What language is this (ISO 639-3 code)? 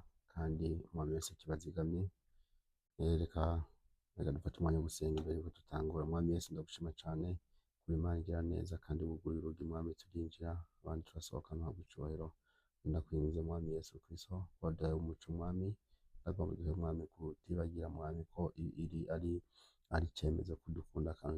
run